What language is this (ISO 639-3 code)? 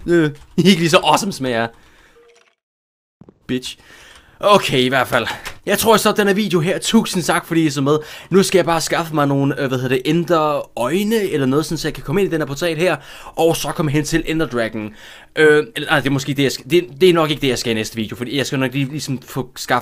dan